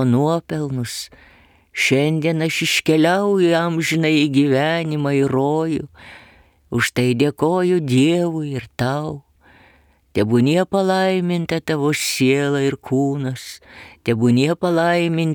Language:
Lithuanian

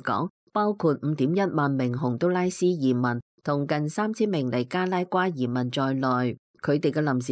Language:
Cantonese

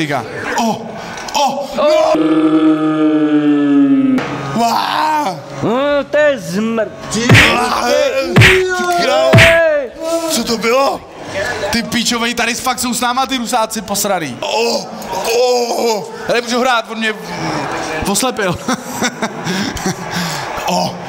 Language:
Czech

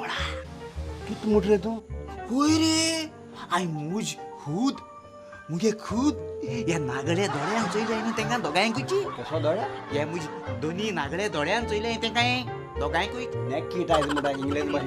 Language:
Konkani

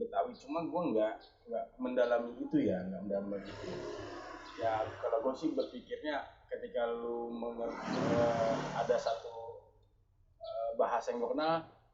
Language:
Betawi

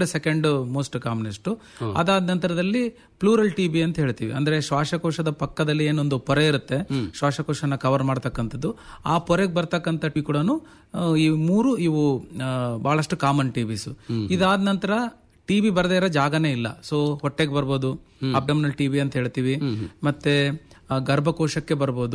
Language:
Kannada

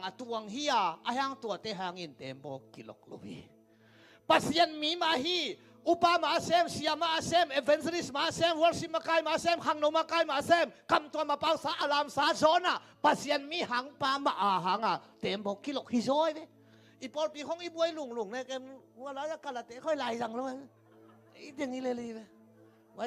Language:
Tedim Chin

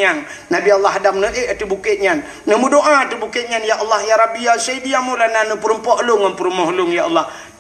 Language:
Achinese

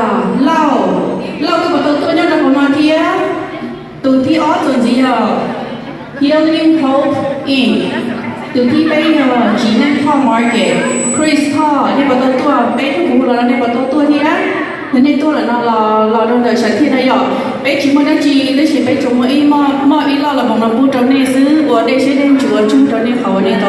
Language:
Hmong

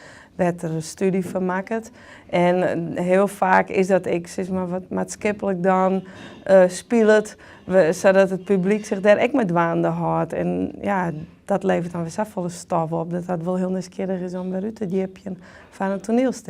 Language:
Western Frisian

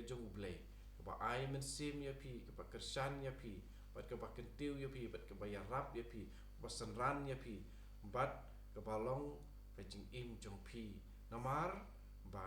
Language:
Khasi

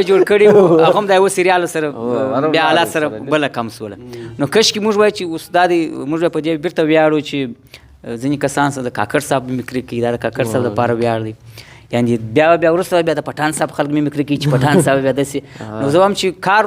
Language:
Pashto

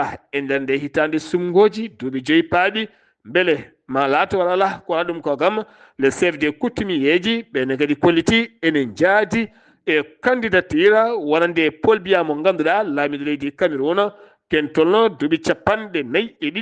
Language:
Fula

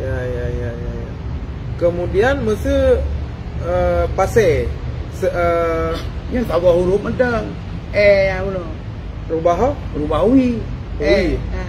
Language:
Achinese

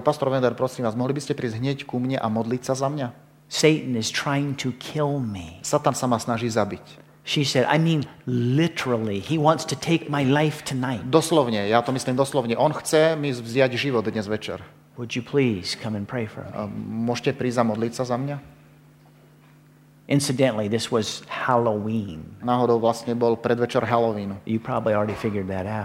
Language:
Slovak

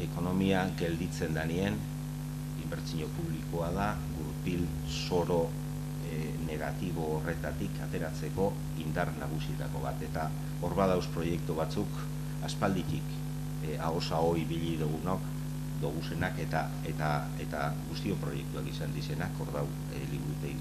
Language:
Basque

